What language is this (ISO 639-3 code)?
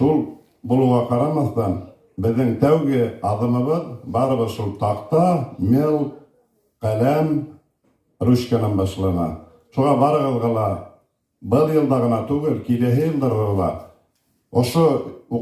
bak